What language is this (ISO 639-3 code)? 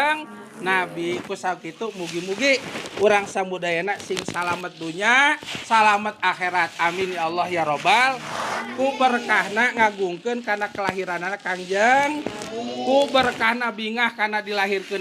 sun